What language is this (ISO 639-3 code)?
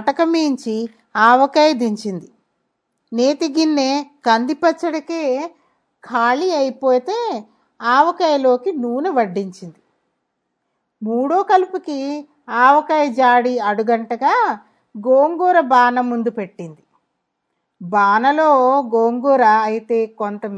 tel